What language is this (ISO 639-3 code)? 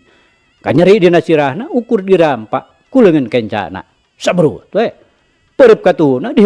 sun